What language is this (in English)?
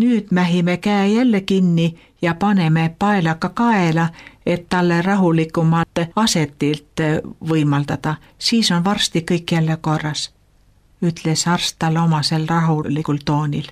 Estonian